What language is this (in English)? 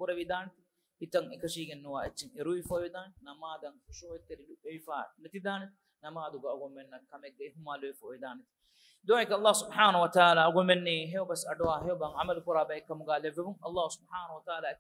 Divehi